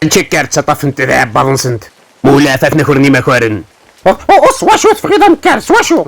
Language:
Kabyle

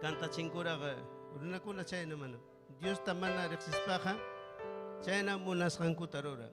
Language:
Ayacucho Quechua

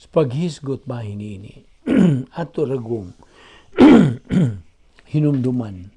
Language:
Cebuano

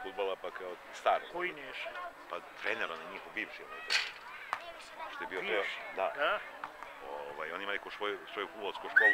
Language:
Serbian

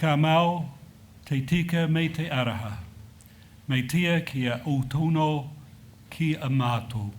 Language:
Māori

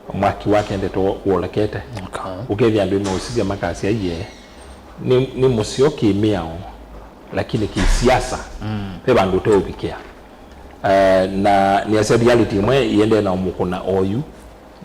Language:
Kamba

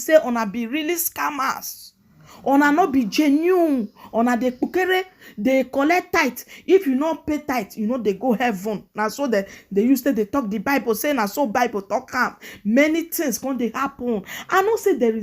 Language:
Nigerian Pidgin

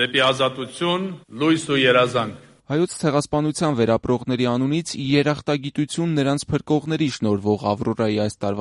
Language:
Armenian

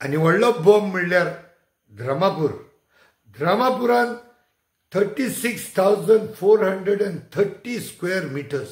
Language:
Konkani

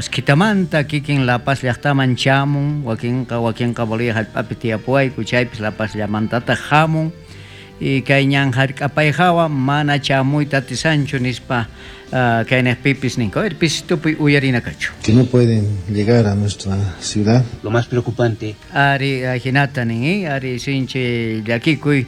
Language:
South Bolivian Quechua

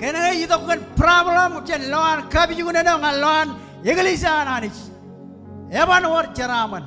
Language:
Marshallese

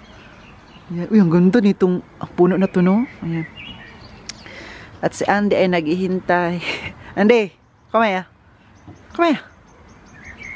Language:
Filipino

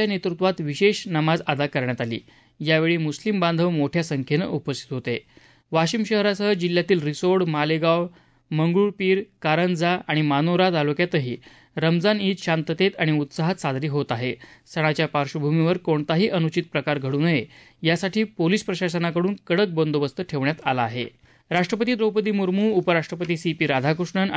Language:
Marathi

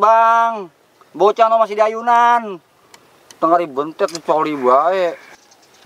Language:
Betawi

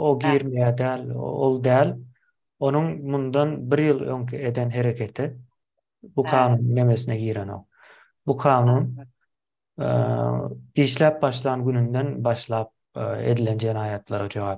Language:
Turkmen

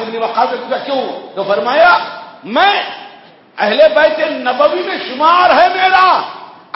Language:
Urdu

